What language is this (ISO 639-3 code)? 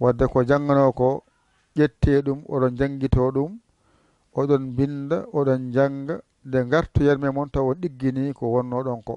fuf